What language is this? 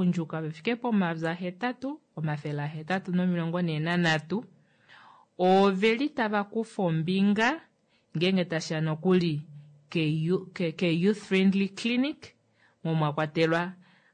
Kuanyama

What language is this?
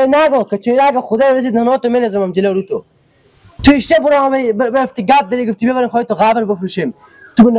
Persian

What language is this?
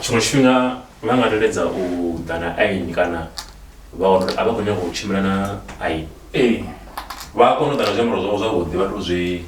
Venda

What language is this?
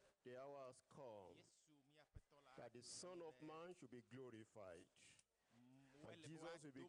Ewe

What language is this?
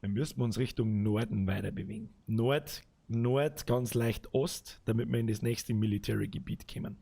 Bavarian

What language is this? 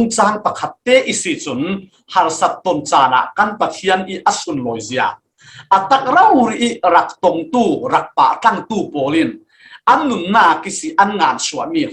Falam Chin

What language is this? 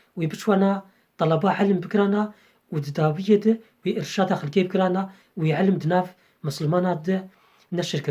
Kurdish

